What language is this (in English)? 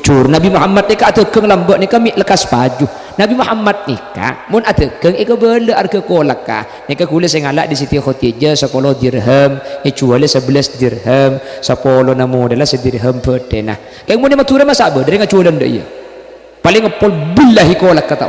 Madurese